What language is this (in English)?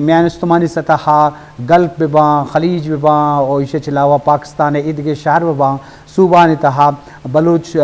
Eastern Balochi